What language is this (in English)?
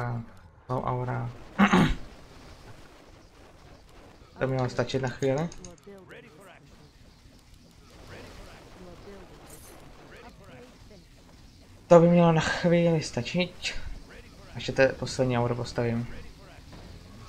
Czech